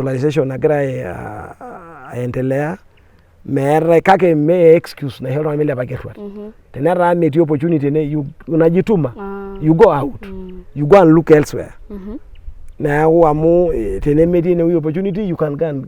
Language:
Masai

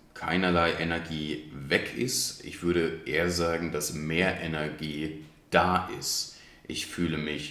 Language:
German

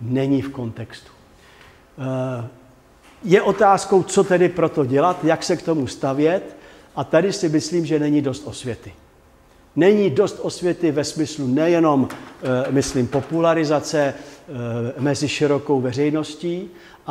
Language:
Czech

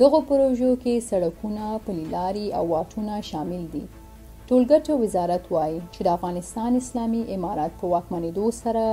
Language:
Pashto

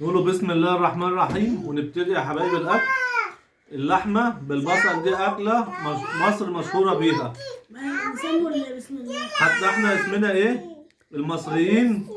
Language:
Egyptian Arabic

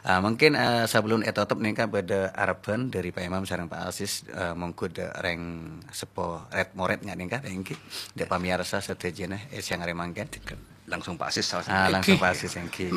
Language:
Madurese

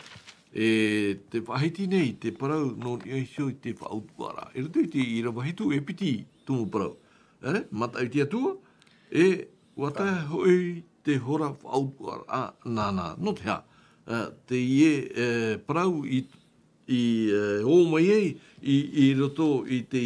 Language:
Tahitian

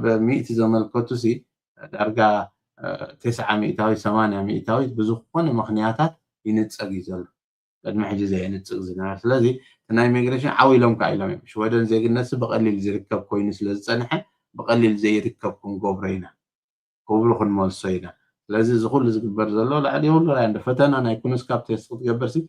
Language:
Tigrinya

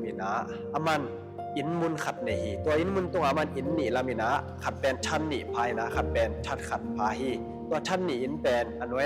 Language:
Tedim Chin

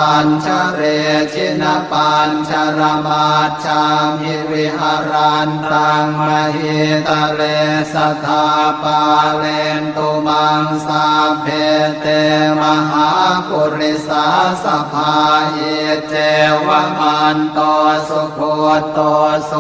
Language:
Pali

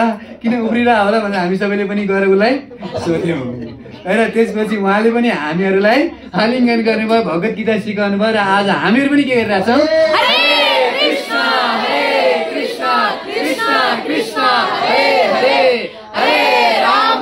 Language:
Nepali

